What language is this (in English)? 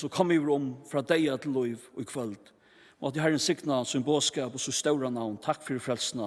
Faroese